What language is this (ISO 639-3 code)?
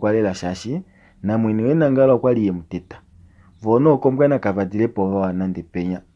kua